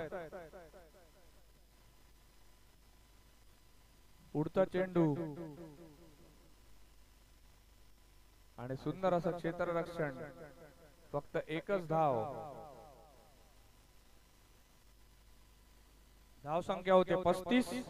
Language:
Marathi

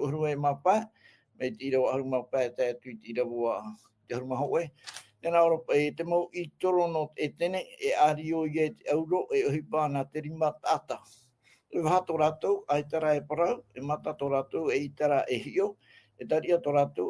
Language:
Tahitian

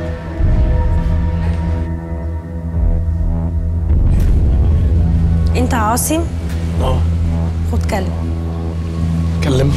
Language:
Egyptian Arabic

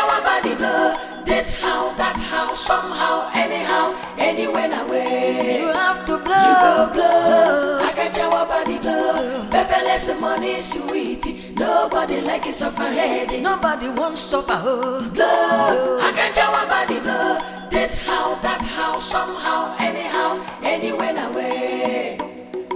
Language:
Nigerian Pidgin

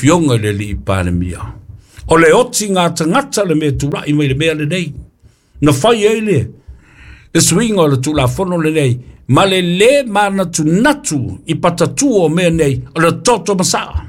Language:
Samoan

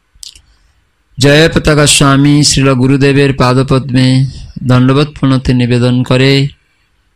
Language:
Bangla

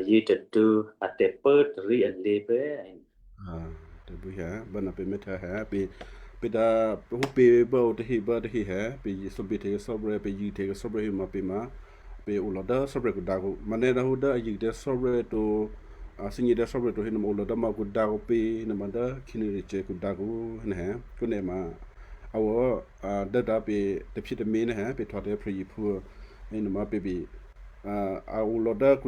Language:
Western Kayah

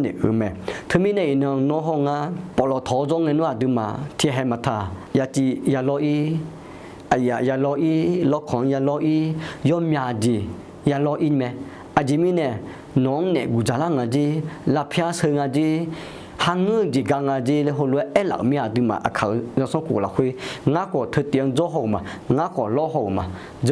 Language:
Akha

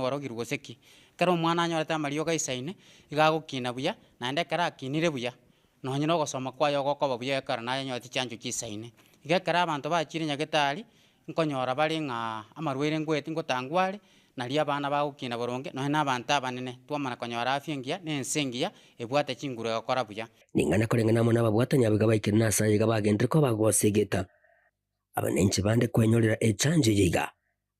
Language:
Gusii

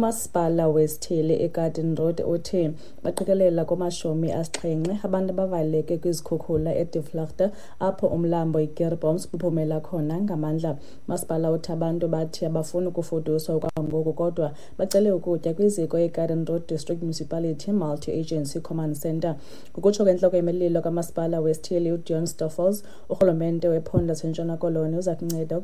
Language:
Xhosa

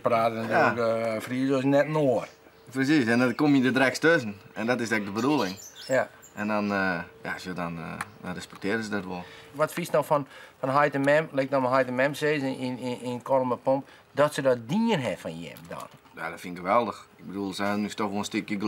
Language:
Western Frisian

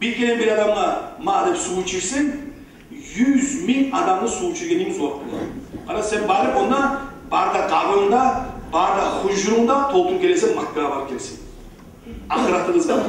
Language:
Kumyk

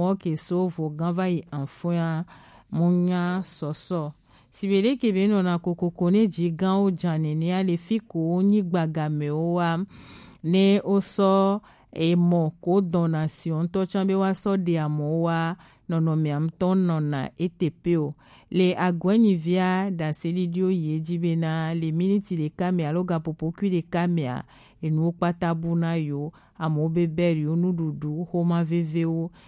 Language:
Gen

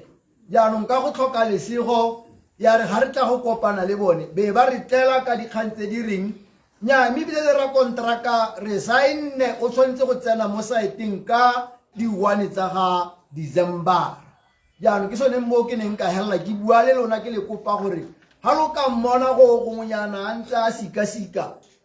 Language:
Tswana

